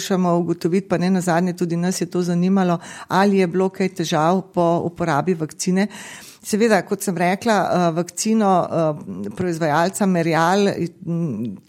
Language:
Slovenian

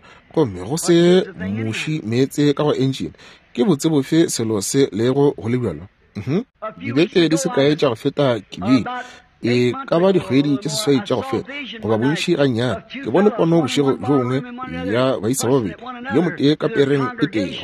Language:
Northern Sotho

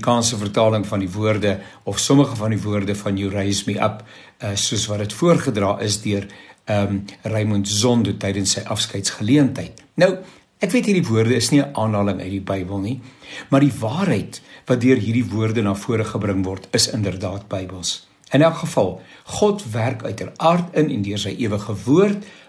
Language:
Afrikaans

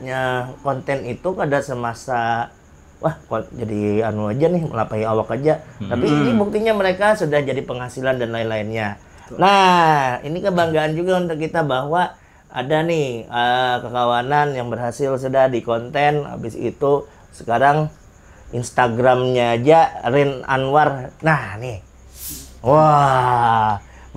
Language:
Banjar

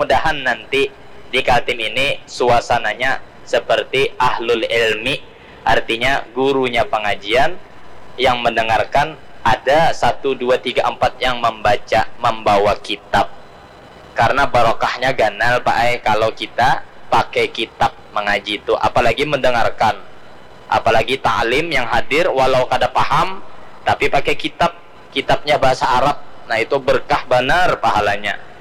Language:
Banjar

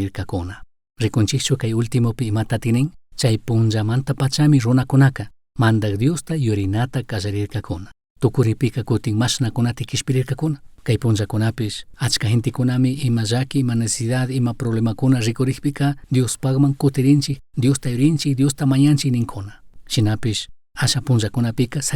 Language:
Chimborazo Highland Quichua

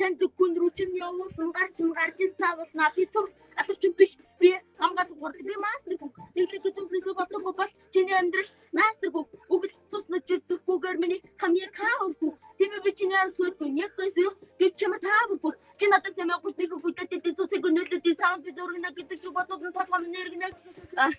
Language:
Mongolian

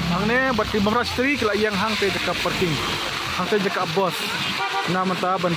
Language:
Khasi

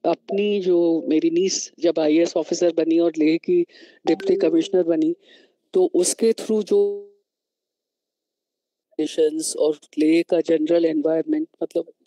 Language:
Hindi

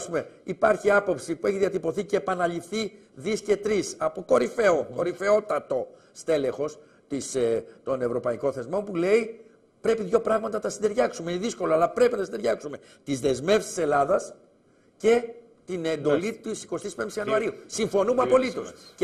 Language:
Greek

